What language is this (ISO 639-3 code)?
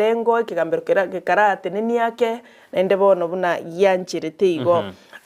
guz